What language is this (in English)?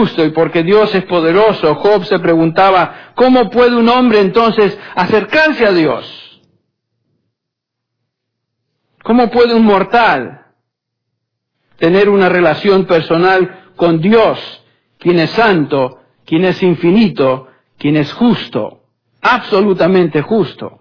Spanish